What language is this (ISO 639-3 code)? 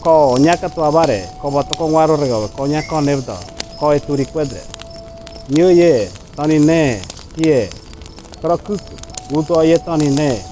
gym